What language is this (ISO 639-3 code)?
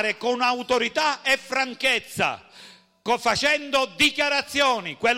ita